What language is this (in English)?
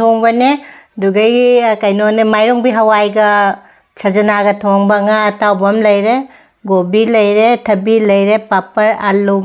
Manipuri